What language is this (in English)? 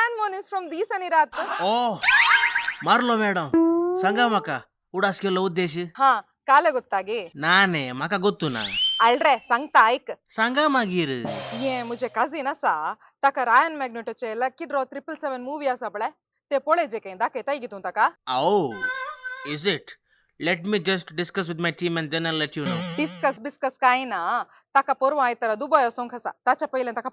Konkani